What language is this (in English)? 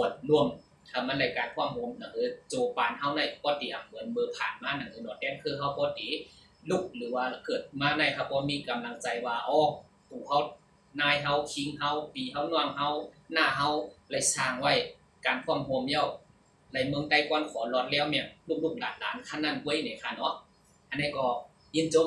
Shan